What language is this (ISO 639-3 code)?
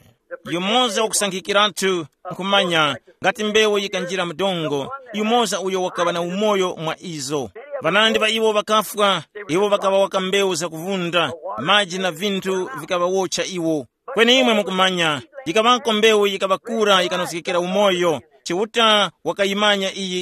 tum